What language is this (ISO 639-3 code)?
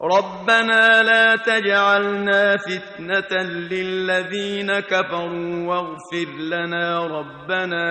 kur